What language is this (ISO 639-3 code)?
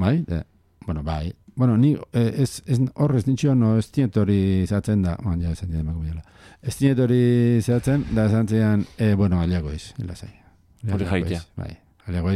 eus